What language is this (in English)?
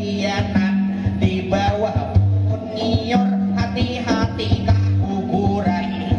Banjar